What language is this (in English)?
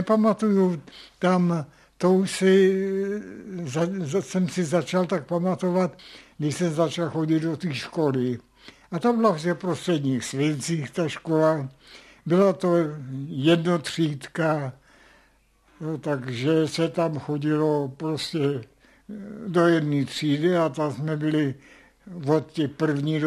Czech